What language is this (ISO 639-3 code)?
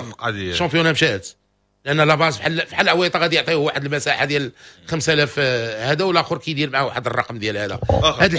ary